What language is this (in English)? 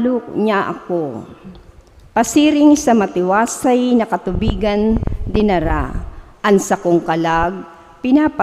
Bikol